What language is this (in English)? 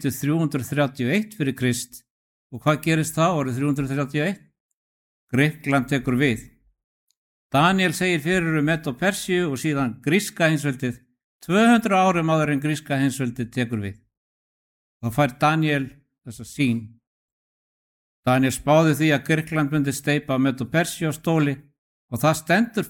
Icelandic